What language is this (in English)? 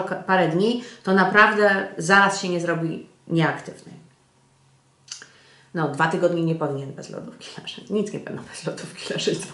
Polish